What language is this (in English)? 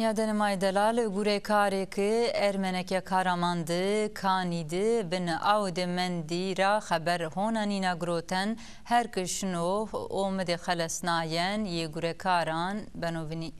Zaza